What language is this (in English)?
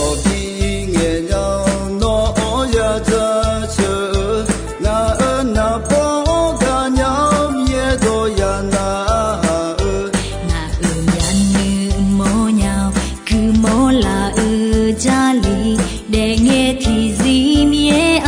Akha